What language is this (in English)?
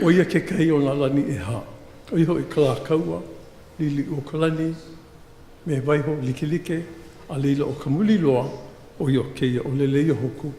Hawaiian